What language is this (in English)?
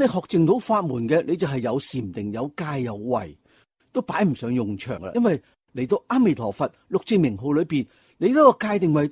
Cantonese